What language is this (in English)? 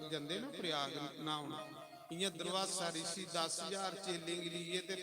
Dogri